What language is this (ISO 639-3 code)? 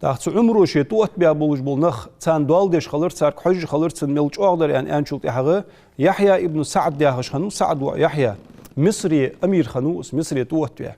inh